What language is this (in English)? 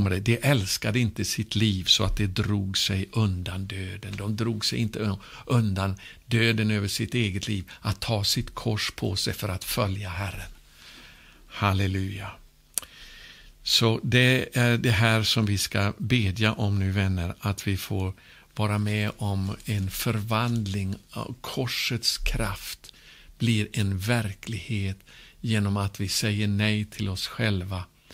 Swedish